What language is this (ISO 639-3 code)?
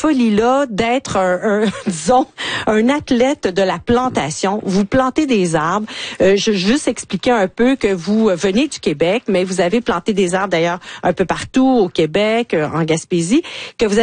fra